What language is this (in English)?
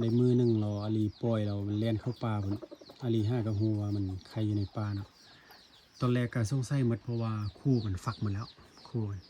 Lao